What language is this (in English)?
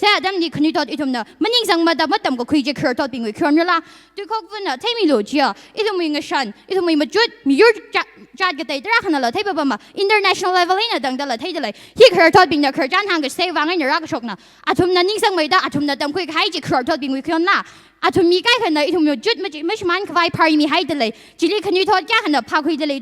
Tangkhul Naga (India)